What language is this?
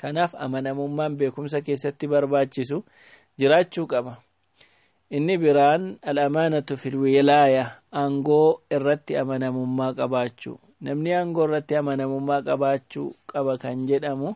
Oromo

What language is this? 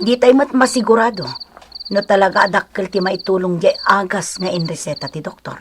Iloko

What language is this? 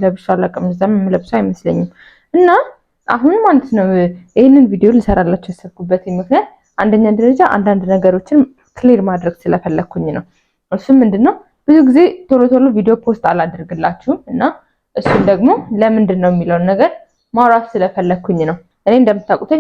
Amharic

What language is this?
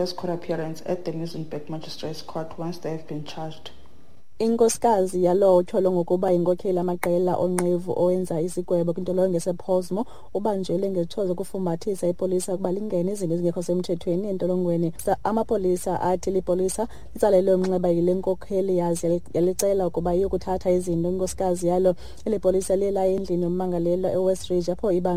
Xhosa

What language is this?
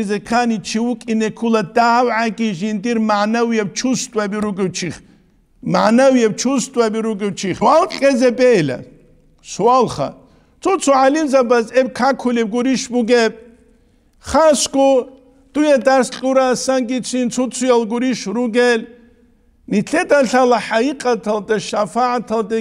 Avaric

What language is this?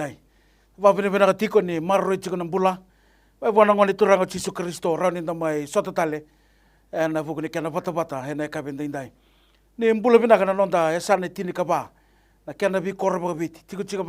Fijian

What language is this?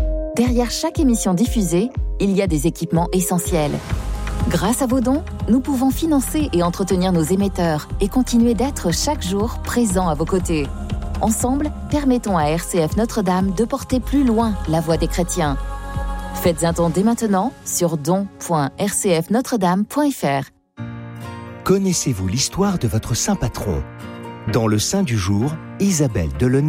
French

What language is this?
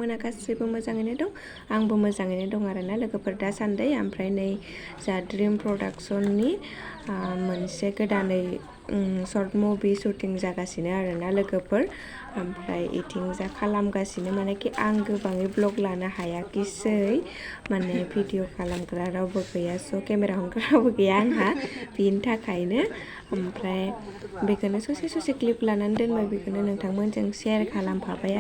Bodo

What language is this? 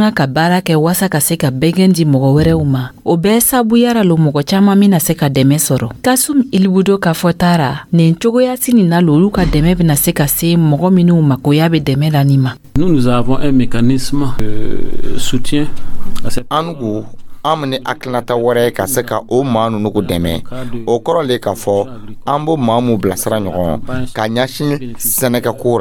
Dyula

